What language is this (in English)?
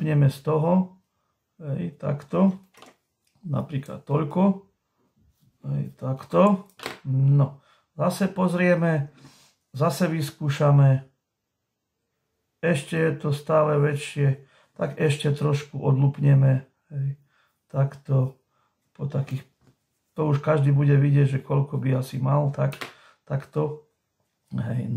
Slovak